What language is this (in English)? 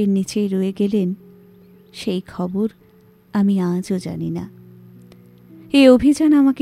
Bangla